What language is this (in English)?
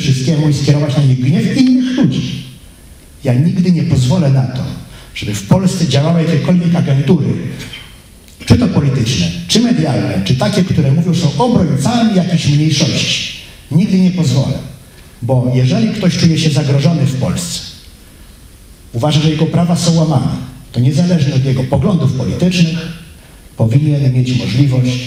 Polish